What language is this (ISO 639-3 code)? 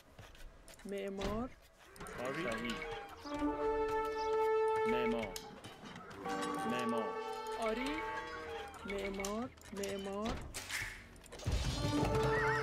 fas